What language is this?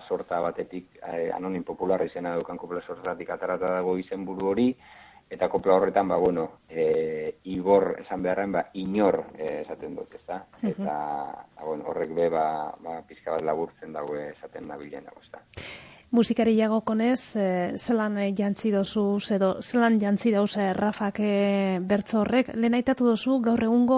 Basque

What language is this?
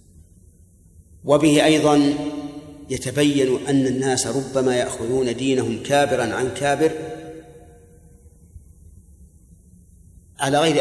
Arabic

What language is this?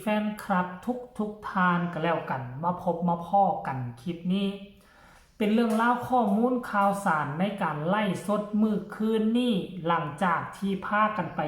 Northeastern Thai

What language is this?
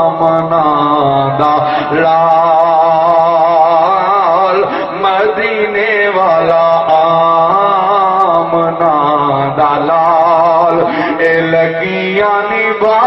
Saraiki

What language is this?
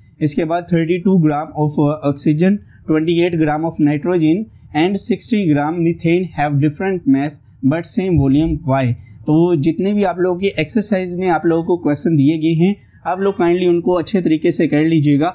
Hindi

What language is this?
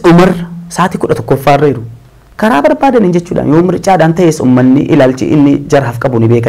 Oromo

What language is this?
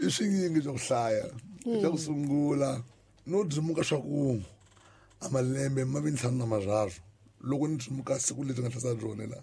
Tsonga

